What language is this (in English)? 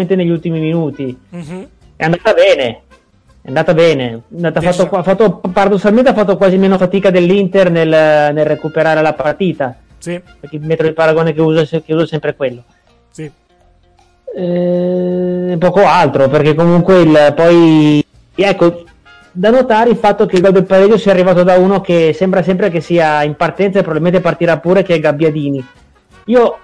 Italian